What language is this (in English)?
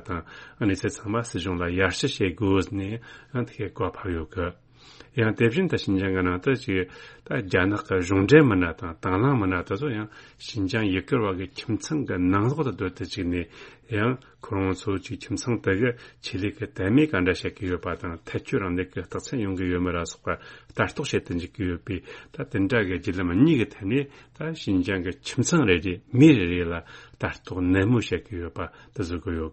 Tibetan